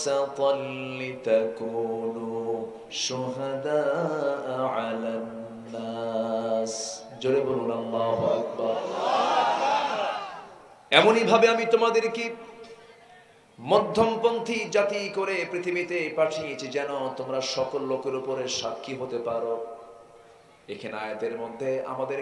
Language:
Bangla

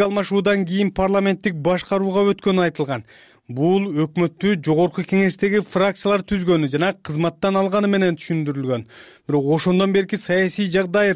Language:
Kyrgyz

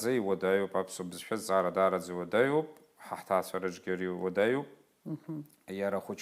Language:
Abkhazian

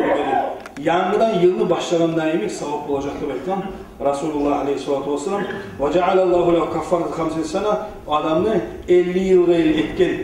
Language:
Kumyk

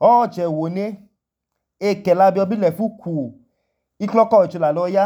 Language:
Idoma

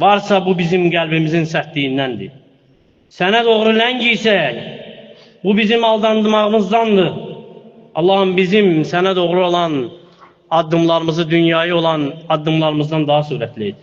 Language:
Azerbaijani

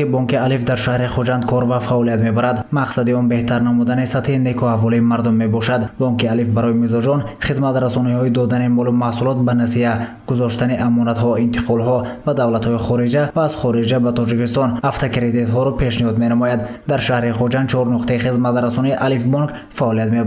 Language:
Tajik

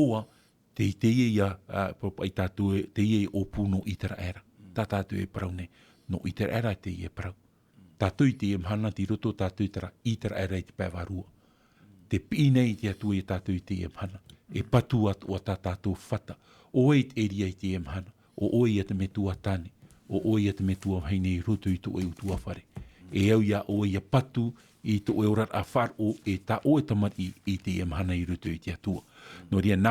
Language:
Tahitian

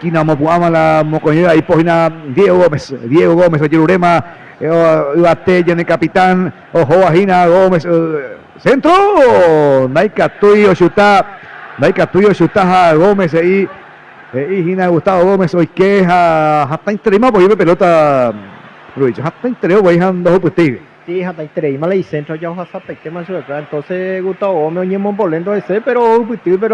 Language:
Guarani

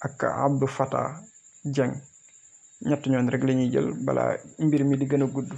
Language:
Wolof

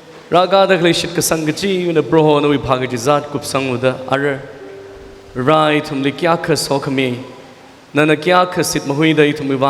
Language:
Tangkhul Naga (India)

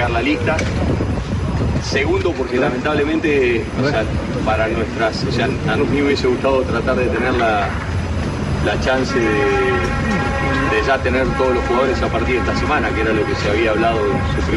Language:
Spanish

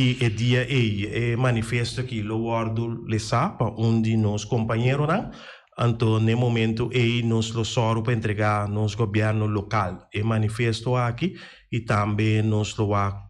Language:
Papiamento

